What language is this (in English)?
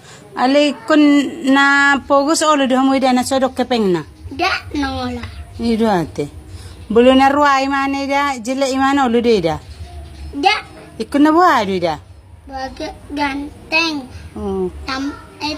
Batak Toba